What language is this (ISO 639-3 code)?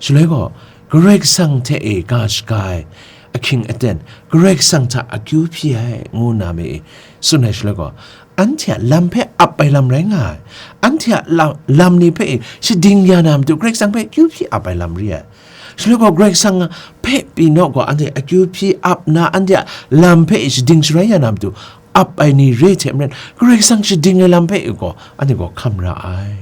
kac